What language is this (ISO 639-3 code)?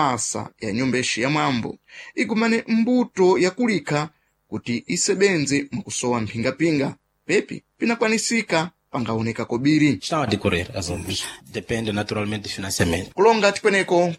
seh